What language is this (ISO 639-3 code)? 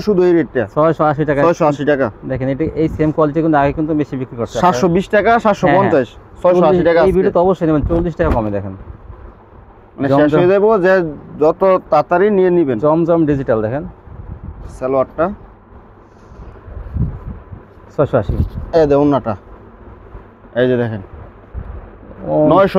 ben